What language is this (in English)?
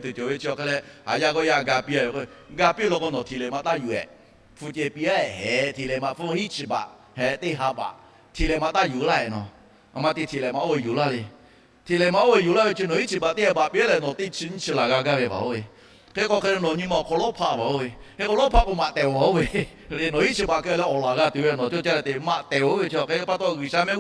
Lahu